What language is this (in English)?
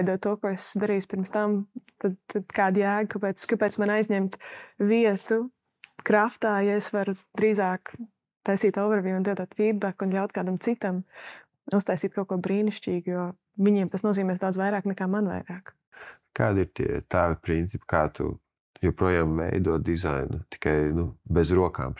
Latvian